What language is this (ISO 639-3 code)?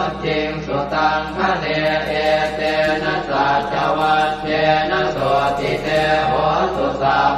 pli